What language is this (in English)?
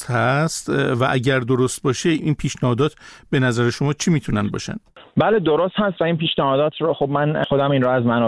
Persian